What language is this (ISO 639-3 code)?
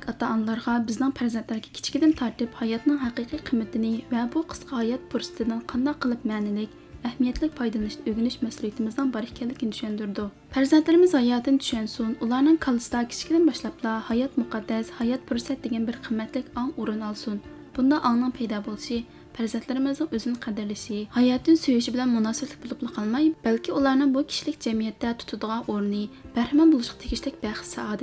uig